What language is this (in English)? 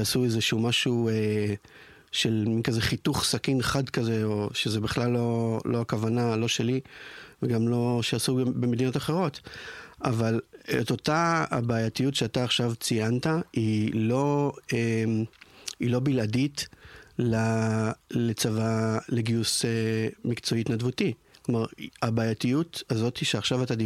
Hebrew